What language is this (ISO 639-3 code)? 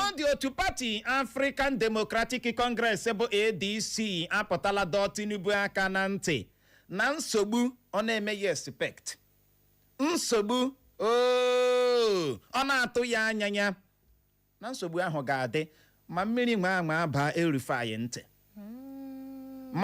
ibo